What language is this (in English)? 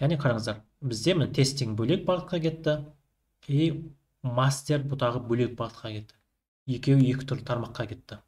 Kazakh